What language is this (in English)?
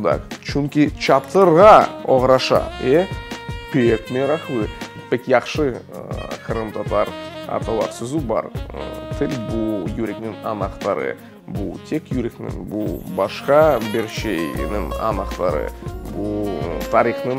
Crimean Tatar